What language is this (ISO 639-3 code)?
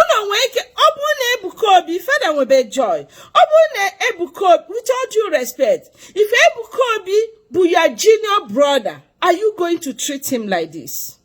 ibo